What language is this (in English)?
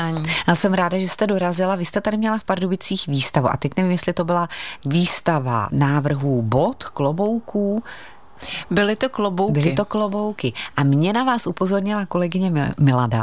Czech